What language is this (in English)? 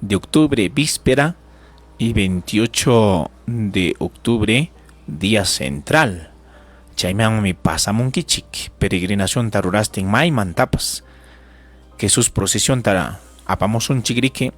Ayacucho Quechua